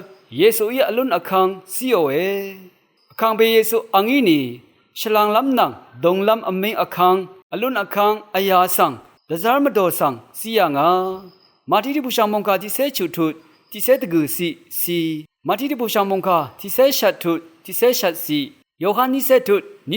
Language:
Rawang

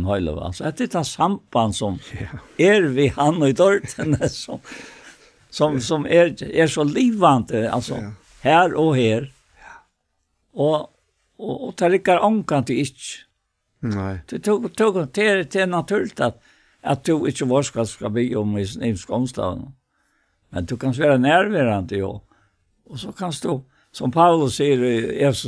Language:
Faroese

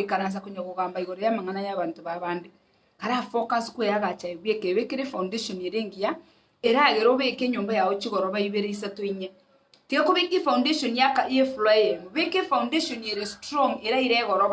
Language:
Gusii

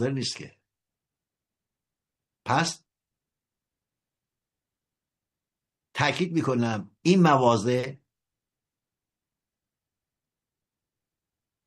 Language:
Persian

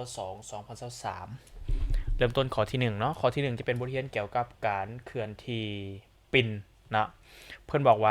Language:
Lao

